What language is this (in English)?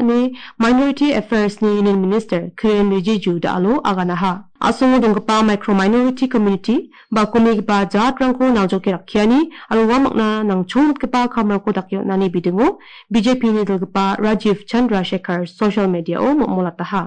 Garo